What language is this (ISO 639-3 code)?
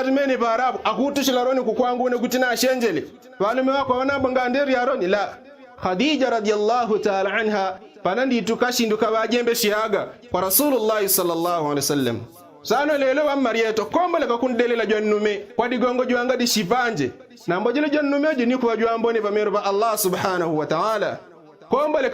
yao